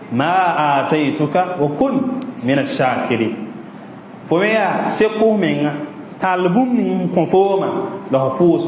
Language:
Mossi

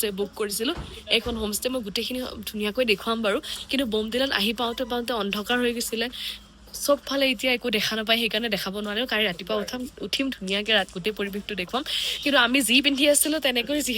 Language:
Assamese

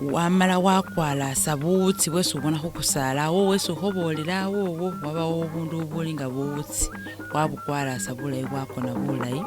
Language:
Masaaba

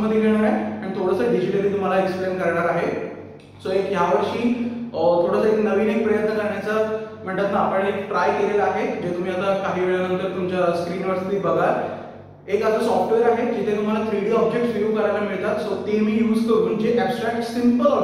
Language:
Marathi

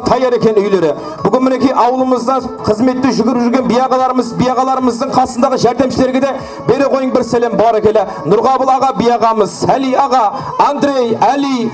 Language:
Kara-Kalpak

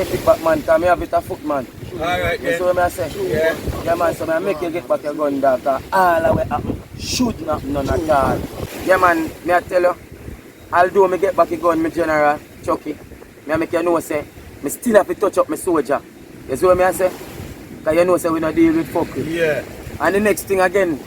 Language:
Jamaican Creole English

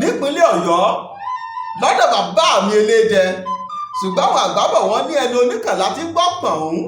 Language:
Yoruba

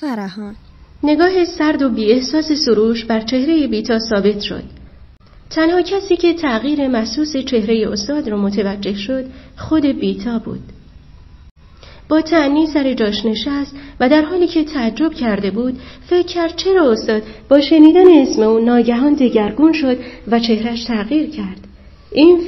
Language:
Persian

